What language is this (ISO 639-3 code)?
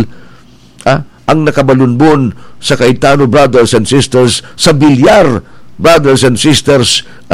bik